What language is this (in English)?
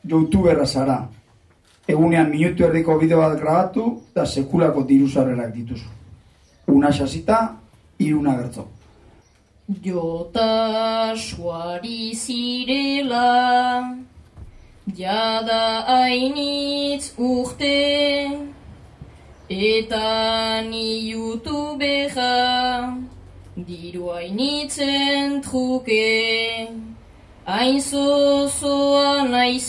Basque